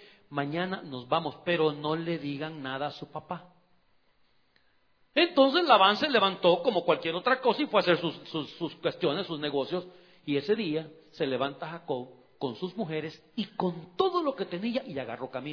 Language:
Spanish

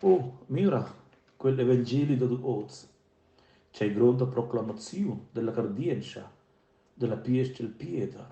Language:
Romansh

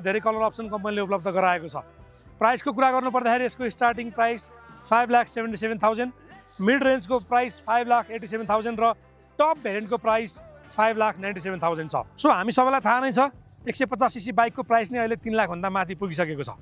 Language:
Nepali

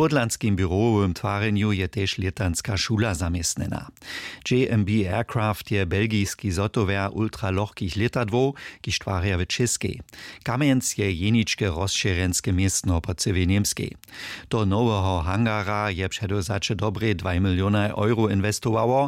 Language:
Upper Sorbian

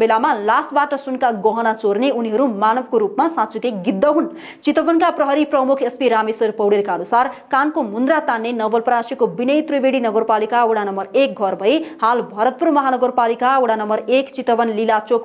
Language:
Nepali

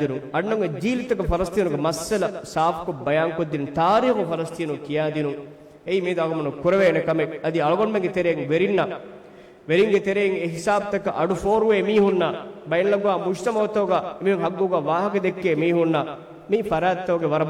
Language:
Divehi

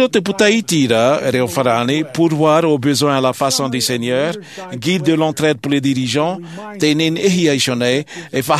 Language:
Tahitian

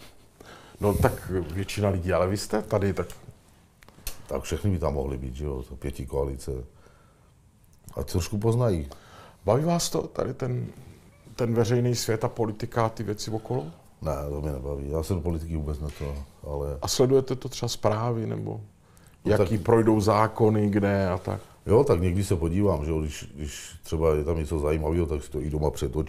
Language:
Czech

